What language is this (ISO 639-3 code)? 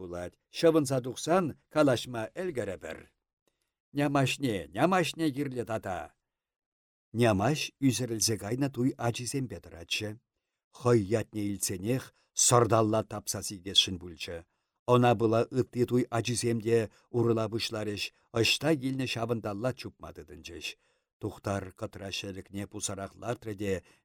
chv